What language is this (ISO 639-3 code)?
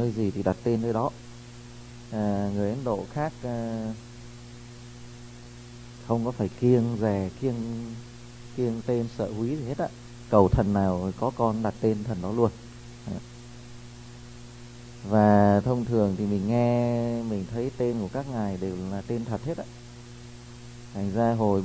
vie